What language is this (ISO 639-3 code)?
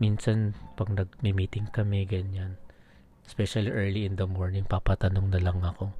fil